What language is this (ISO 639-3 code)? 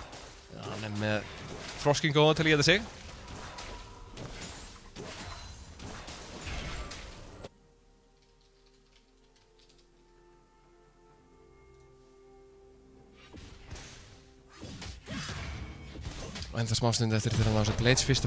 isl